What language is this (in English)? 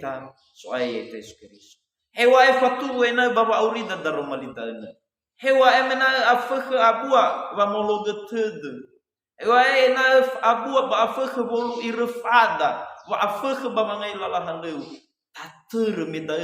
Nias